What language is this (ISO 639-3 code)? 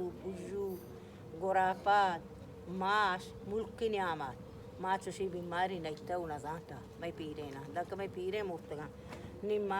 bal